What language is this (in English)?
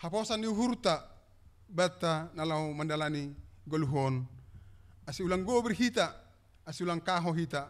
Batak Simalungun